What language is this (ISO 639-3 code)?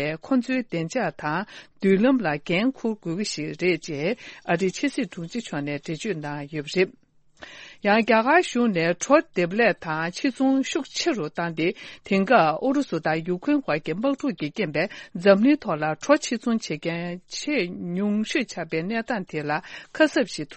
bod